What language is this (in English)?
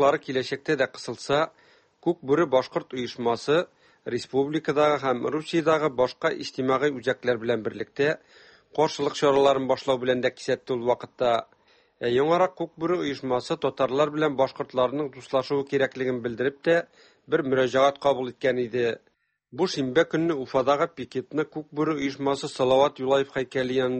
Tatar